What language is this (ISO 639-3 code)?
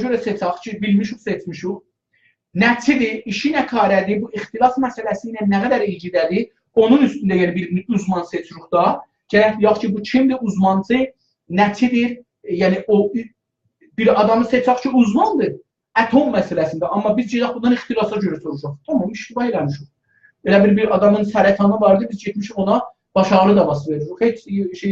azb